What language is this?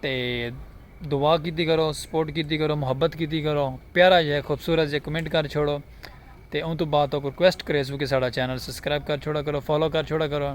Saraiki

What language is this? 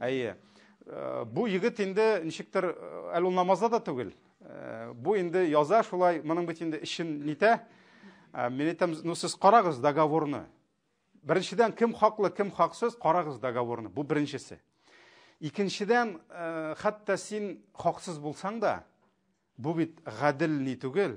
Tatar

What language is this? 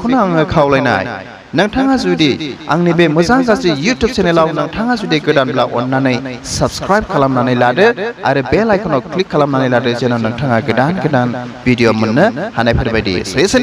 Bodo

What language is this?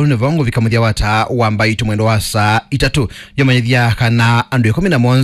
Kamba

